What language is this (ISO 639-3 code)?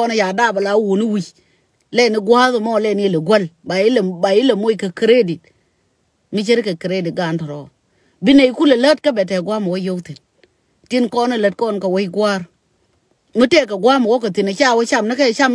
nus